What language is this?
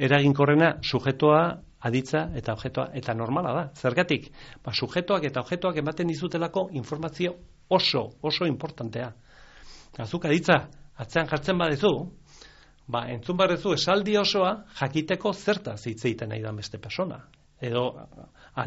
Basque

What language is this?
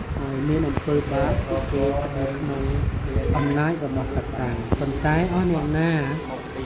Khmer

